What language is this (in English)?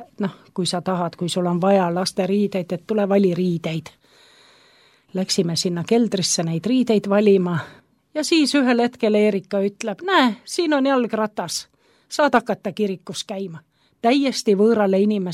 Estonian